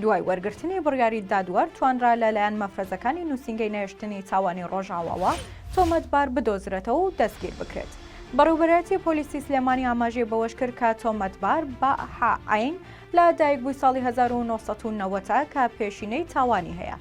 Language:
Central Kurdish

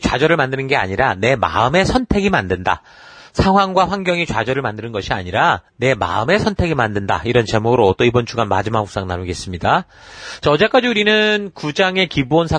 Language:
Korean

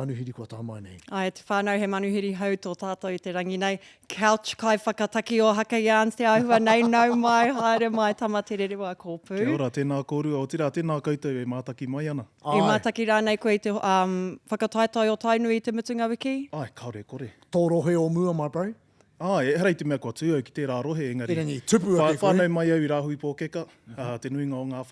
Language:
Māori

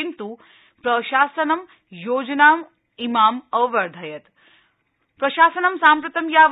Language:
Sanskrit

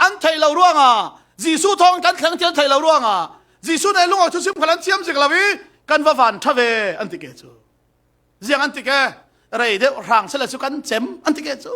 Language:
Falam Chin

